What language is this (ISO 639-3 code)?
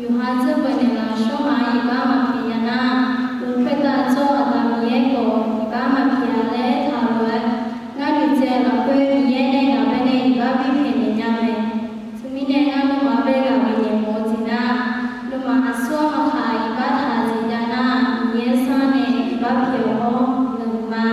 ahk